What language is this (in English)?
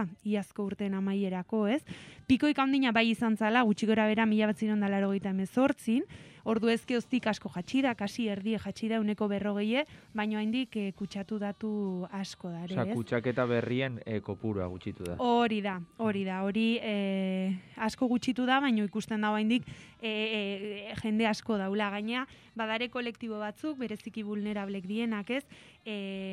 Basque